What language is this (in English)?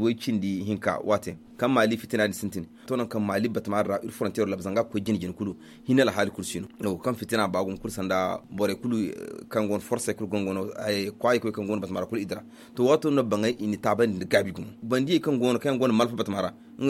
Zarma